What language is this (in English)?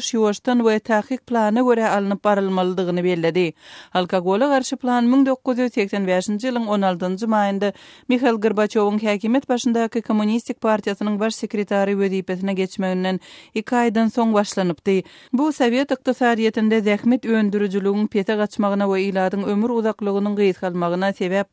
Turkmen